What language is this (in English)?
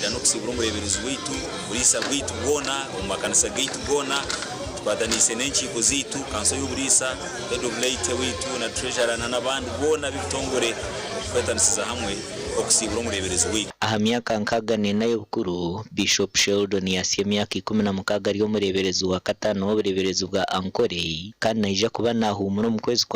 Nyankole